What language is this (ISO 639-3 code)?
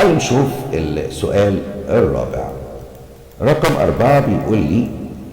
arz